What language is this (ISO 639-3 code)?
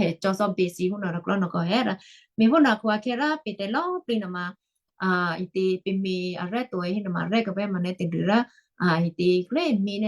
kyu